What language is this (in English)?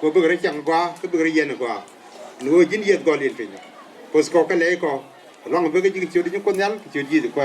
Nuer